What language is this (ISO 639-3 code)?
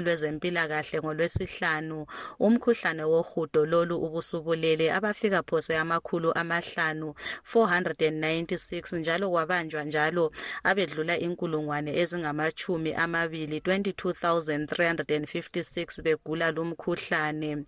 nde